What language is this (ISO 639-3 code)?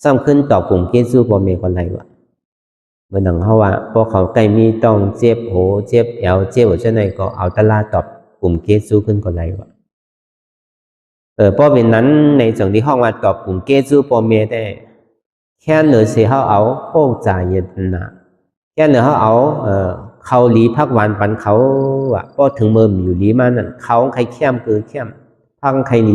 shn